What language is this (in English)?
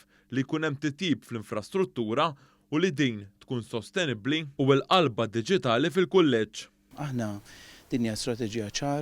Maltese